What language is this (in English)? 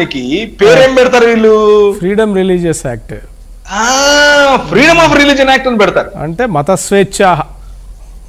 Telugu